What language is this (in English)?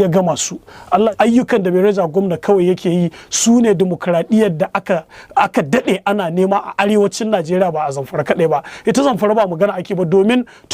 Hausa